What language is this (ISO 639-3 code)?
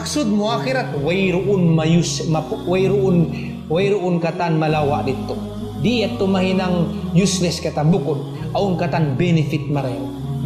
tsg